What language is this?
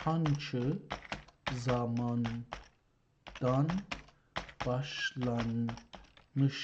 South Azerbaijani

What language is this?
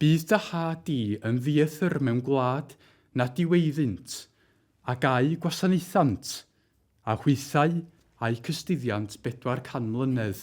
Welsh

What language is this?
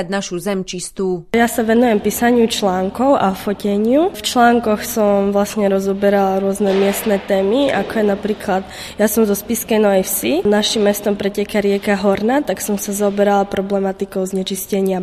Slovak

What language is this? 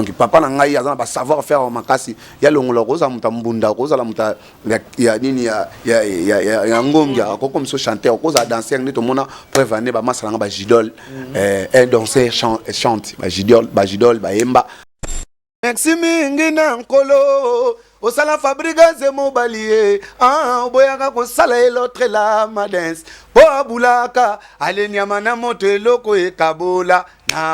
Lingala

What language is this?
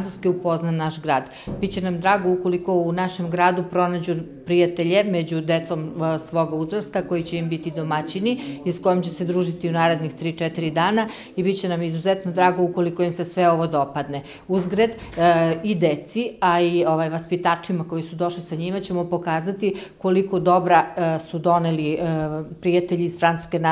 Serbian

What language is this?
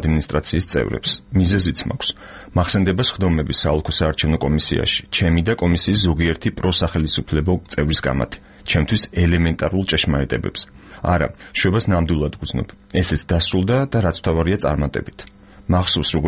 Georgian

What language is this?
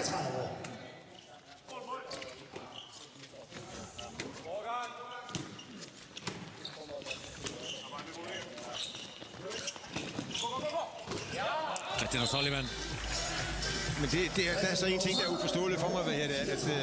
Danish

